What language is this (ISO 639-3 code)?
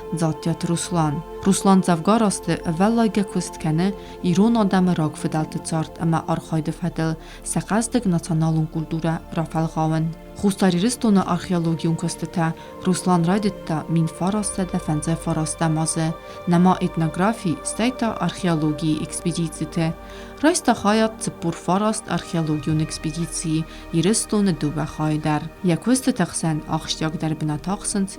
oss